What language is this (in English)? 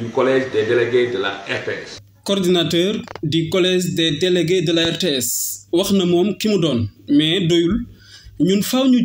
Wolof